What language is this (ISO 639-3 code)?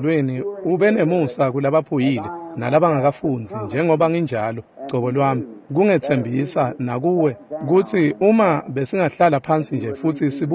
ssw